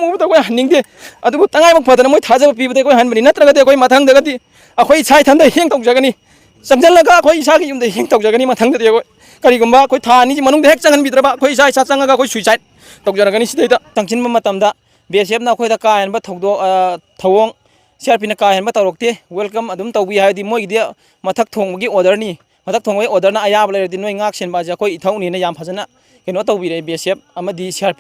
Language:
Manipuri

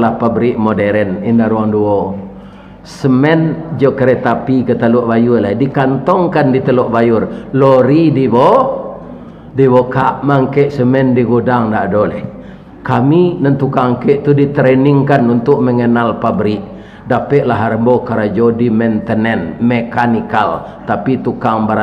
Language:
Minangkabau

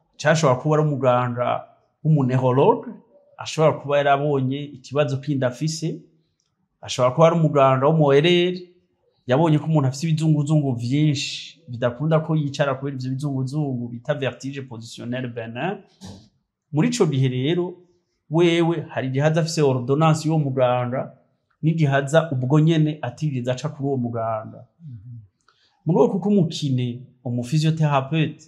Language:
Rundi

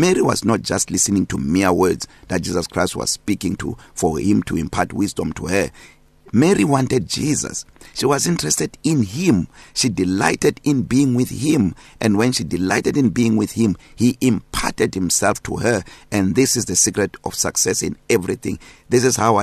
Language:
English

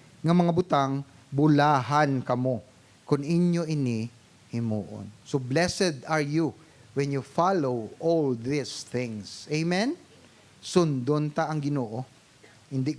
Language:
Hiligaynon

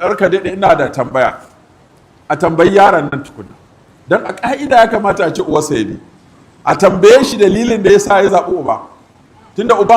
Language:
Hausa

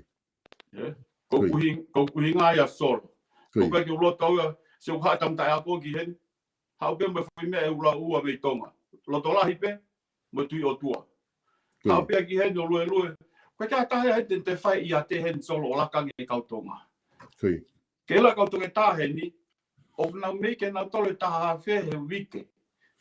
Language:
Tongan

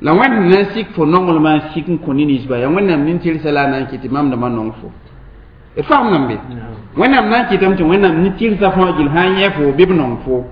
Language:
Mossi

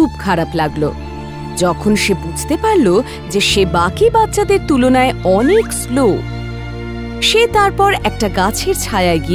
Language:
Bangla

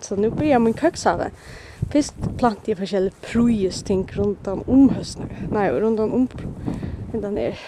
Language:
Faroese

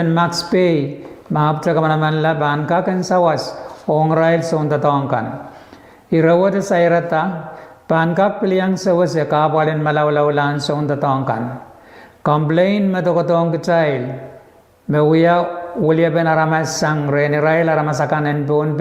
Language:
Pohnpeian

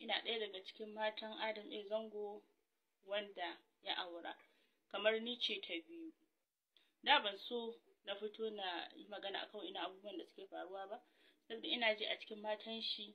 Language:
Hausa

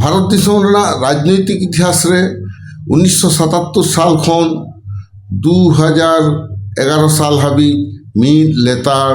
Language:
Santali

